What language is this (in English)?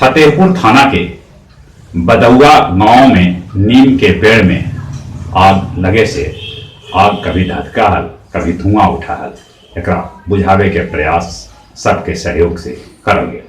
Magahi